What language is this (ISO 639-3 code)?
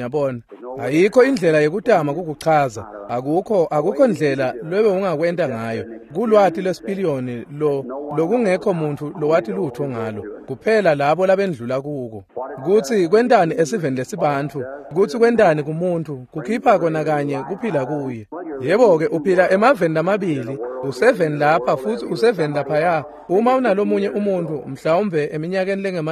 ssw